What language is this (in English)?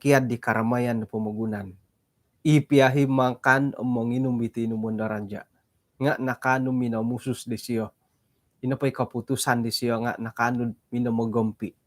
Central Dusun